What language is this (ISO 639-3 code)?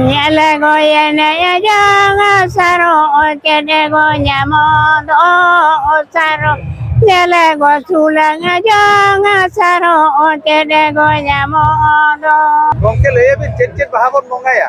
sat